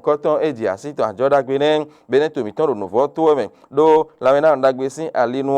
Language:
Fon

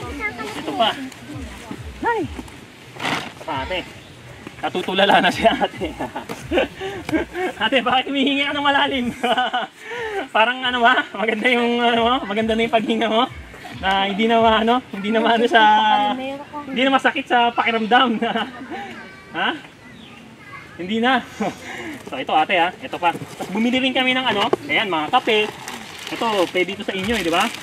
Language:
Filipino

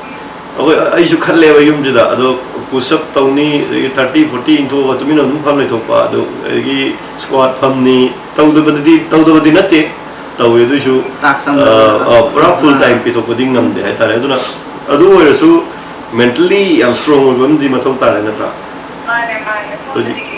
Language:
Manipuri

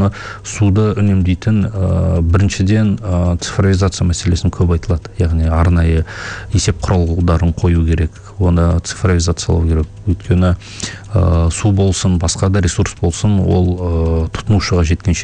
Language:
Kazakh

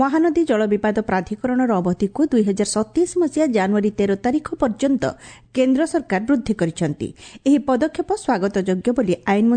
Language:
Odia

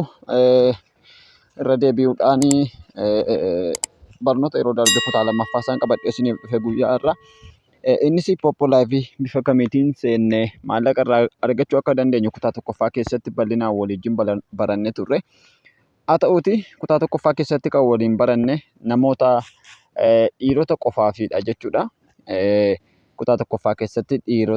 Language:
Oromo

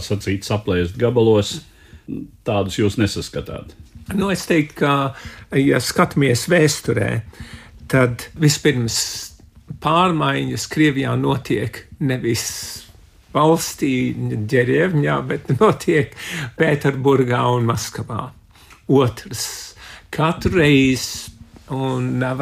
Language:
Latvian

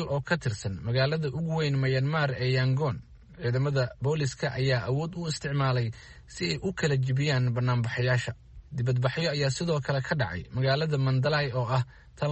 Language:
Somali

